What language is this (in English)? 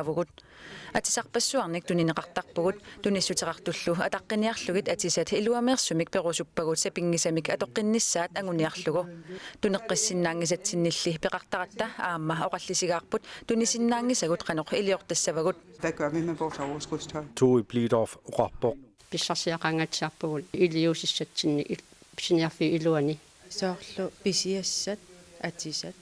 Kalaallisut